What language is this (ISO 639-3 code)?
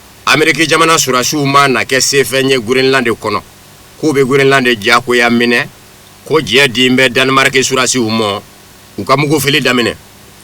bam